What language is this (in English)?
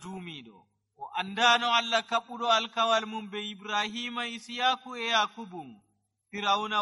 Nigerian Fulfulde